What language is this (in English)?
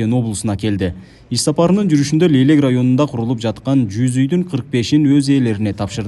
Kyrgyz